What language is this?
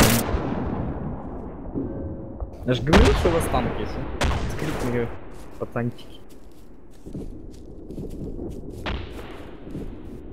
Russian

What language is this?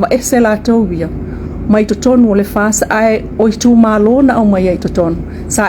Samoan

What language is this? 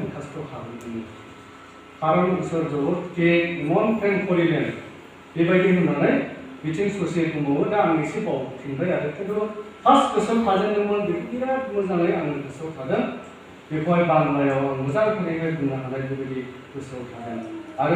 Bodo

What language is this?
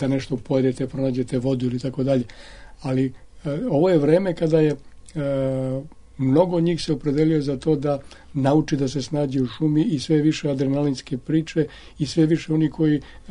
Serbian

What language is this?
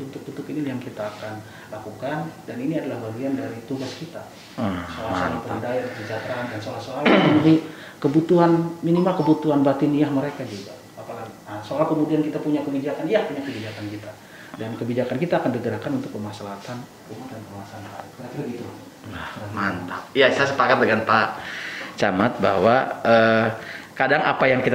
Indonesian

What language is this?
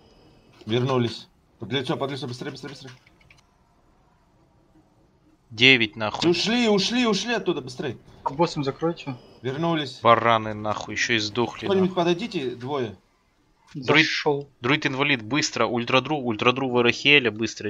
Russian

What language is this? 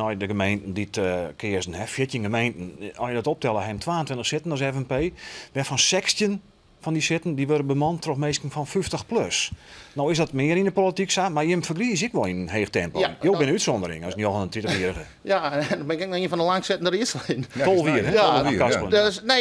Western Frisian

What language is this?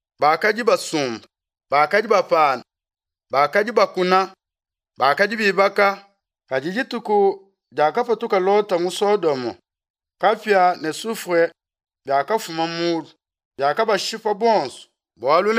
Luba-Lulua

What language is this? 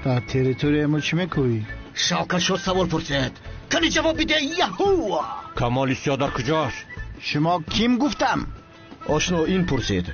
Tajik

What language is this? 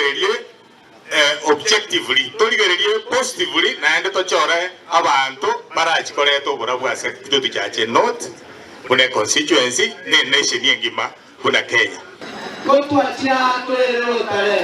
Gusii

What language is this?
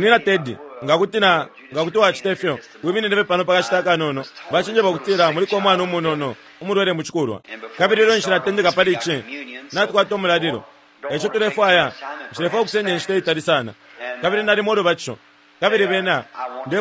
Bemba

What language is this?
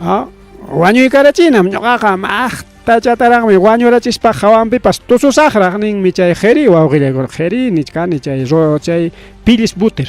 Ayacucho Quechua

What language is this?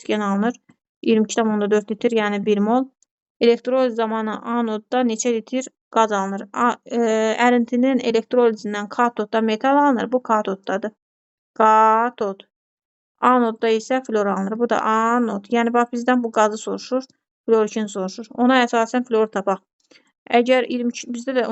Azerbaijani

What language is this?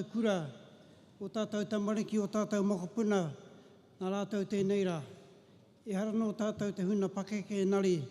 Māori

